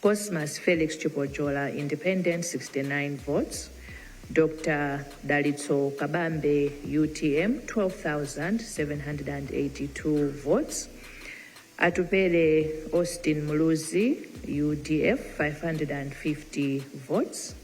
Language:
Nyanja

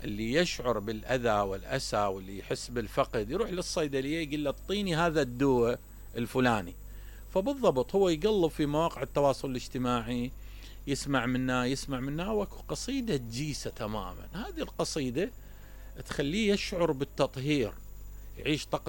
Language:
Mesopotamian Arabic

